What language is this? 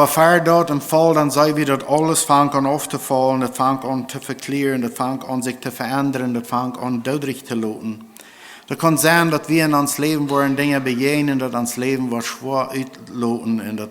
Plautdietsch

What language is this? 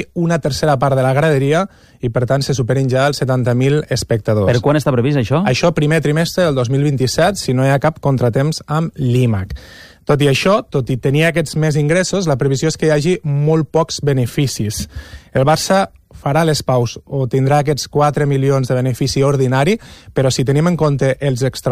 Catalan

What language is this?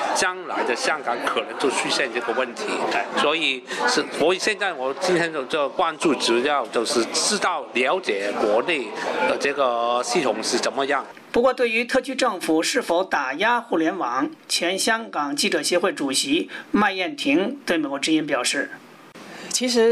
Chinese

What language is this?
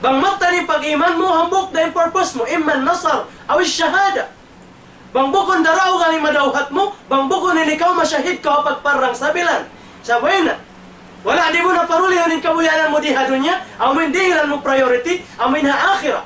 Tausug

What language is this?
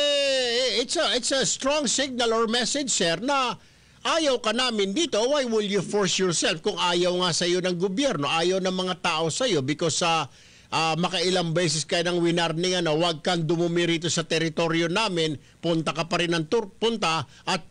Filipino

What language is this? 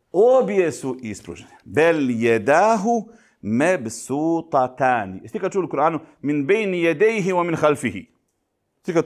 Bosnian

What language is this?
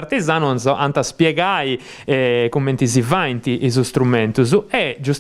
Sardinian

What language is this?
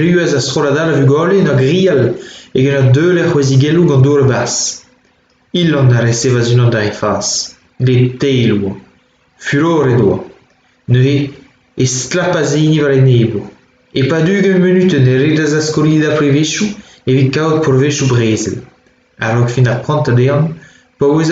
Breton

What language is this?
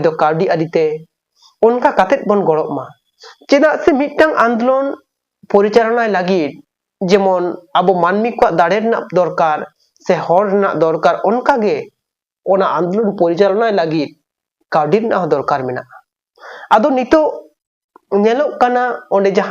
Santali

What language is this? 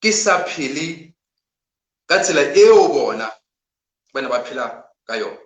Southern Sotho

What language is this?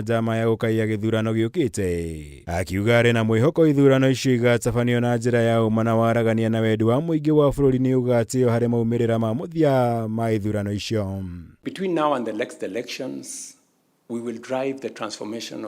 Kikuyu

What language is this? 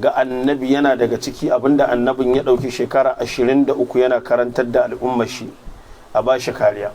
Hausa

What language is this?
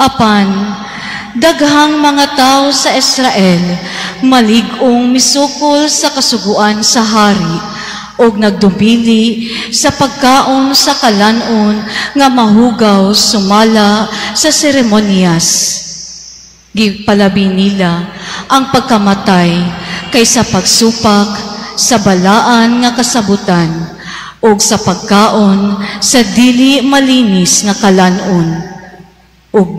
Cebuano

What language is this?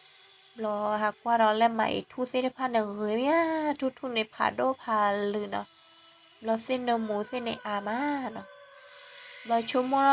S'gaw Karen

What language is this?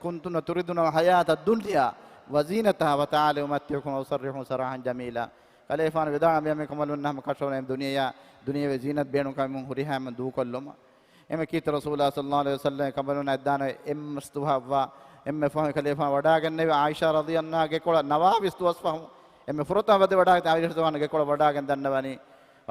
Divehi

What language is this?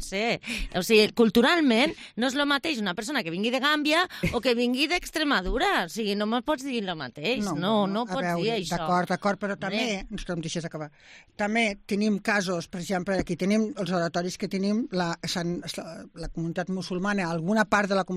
Catalan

